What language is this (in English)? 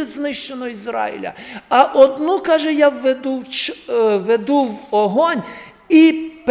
Ukrainian